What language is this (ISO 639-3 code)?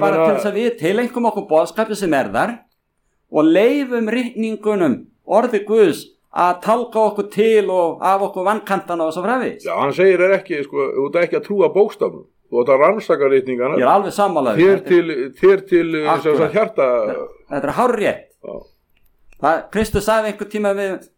isl